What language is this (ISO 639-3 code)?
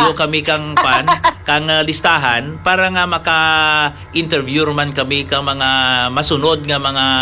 hil